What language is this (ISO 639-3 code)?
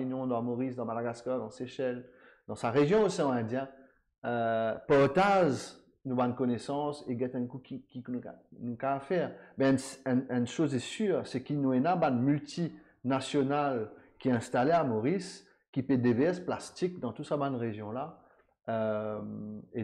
mfe